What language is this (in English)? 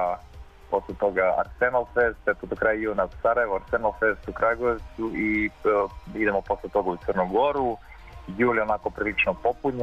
Serbian